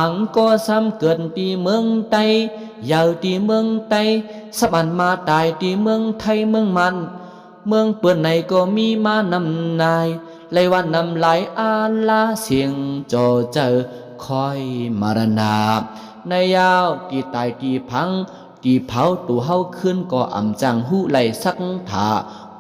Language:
Shan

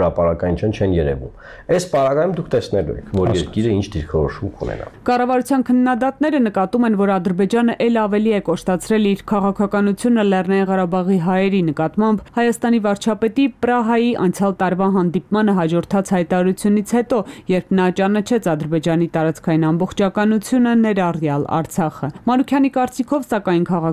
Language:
Armenian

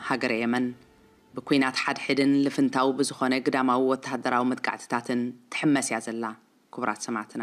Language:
Tigrinya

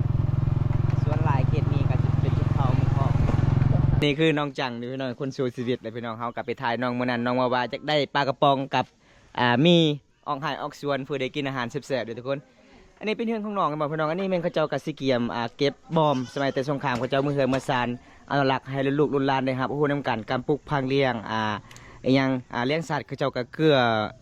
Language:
Lao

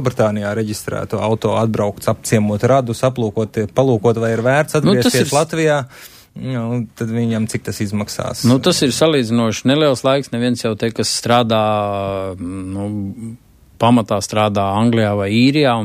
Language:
Latvian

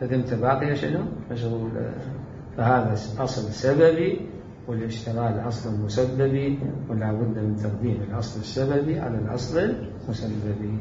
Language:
Mesopotamian Arabic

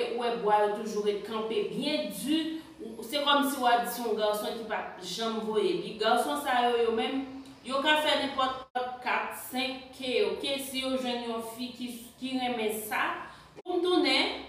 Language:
Haitian Creole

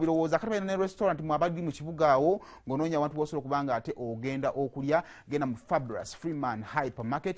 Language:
Ganda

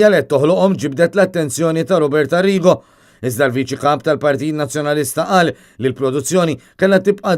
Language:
Maltese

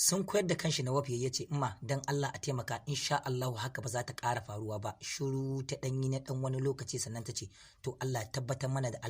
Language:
Hausa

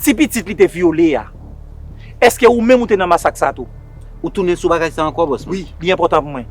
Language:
Haitian Creole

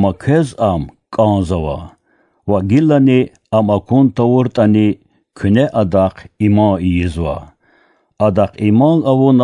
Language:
Lezghian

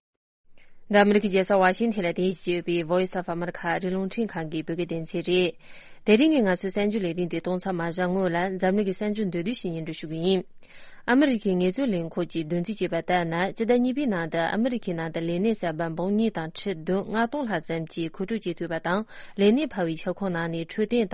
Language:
Tibetan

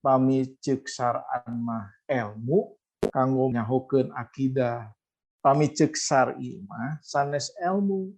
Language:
Sundanese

